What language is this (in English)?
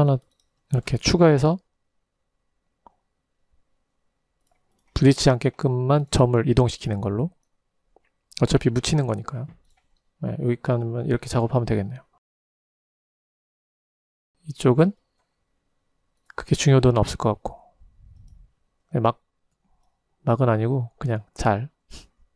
Korean